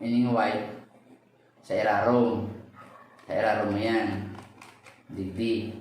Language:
Bikol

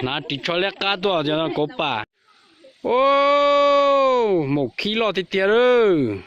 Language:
Hmong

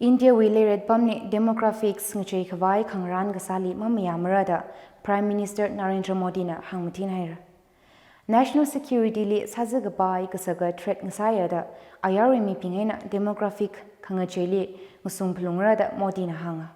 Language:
Tangkhul Naga (India)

